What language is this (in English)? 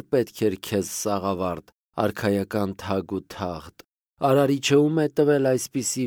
Armenian